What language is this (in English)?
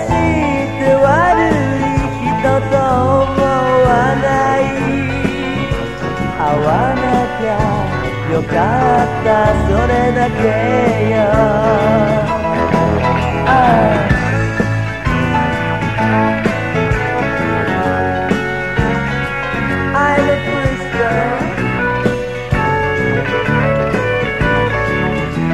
Japanese